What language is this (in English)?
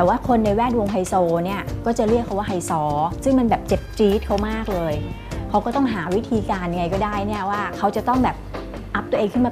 Thai